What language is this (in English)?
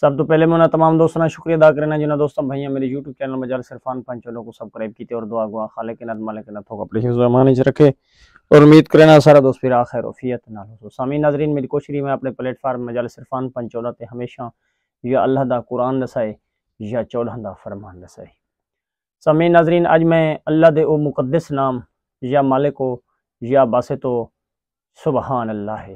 Saraiki